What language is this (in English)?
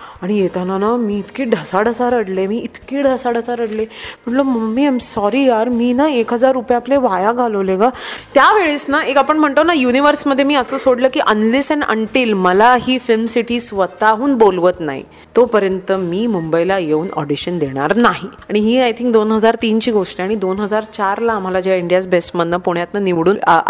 Marathi